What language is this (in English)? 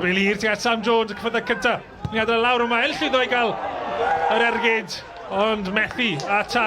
Welsh